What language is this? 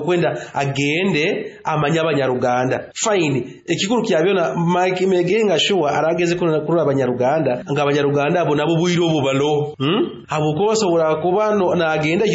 Nyoro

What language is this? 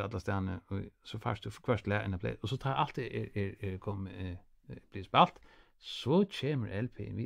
Faroese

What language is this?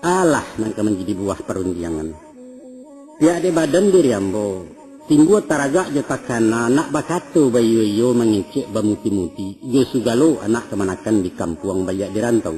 Minangkabau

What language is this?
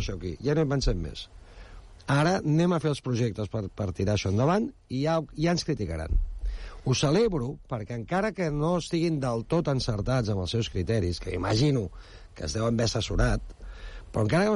Catalan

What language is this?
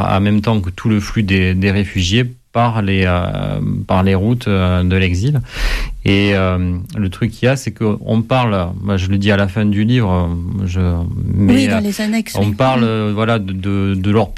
French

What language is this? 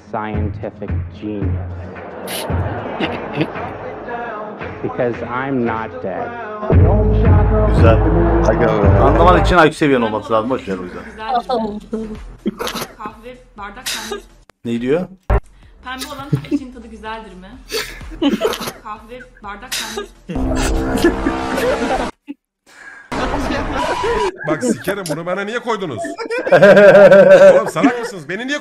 Turkish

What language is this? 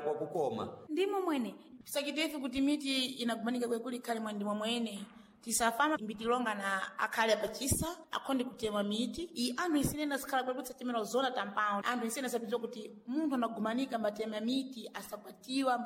Sena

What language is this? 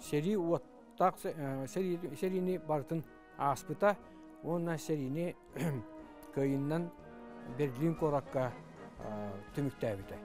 Yakut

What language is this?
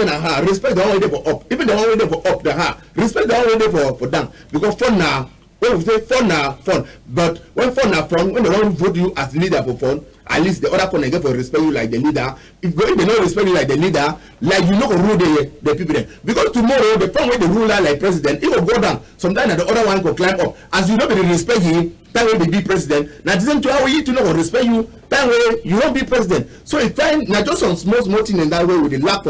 Cameroon Pidgin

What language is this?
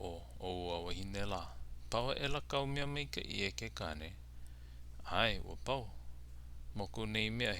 Hawaiian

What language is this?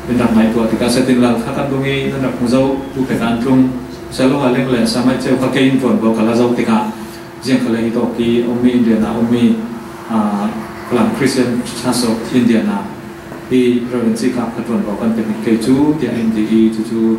Falam Chin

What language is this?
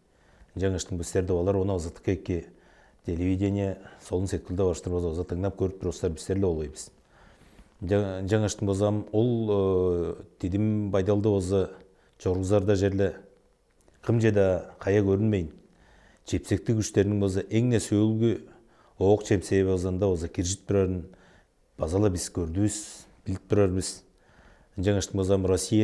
Tuvinian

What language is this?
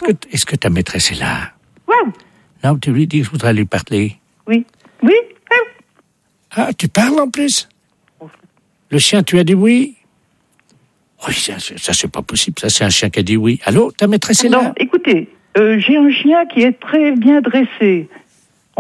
French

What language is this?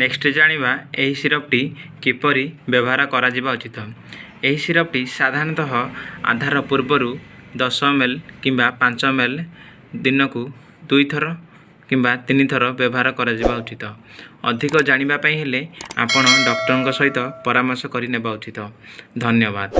Odia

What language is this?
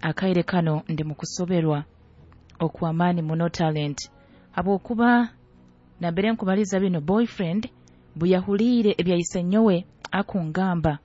Nyoro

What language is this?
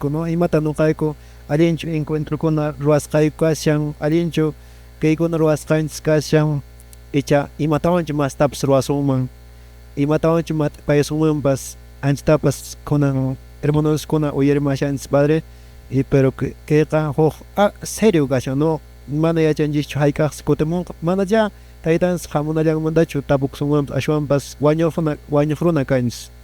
Quechua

